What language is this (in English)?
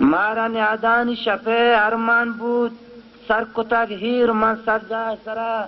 Eastern Balochi